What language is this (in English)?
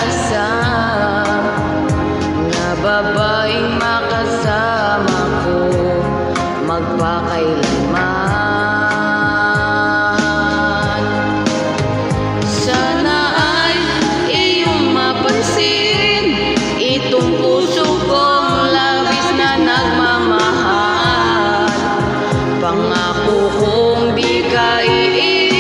Filipino